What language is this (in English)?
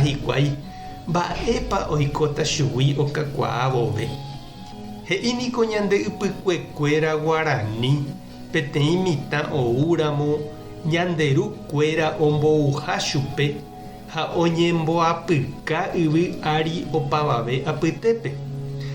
Guarani